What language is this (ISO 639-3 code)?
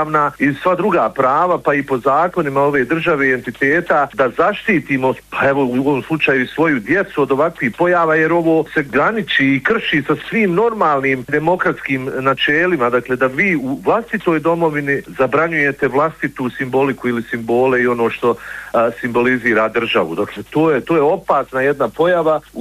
bos